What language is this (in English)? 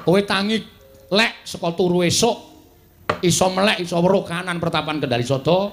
Javanese